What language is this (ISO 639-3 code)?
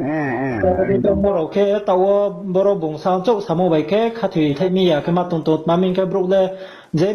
ria